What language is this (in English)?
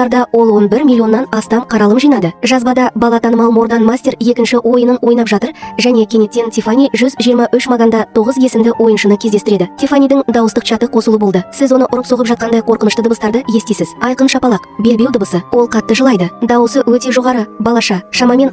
Kazakh